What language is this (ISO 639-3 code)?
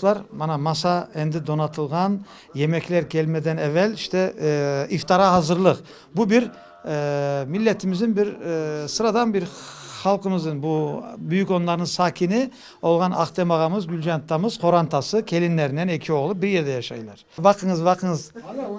crh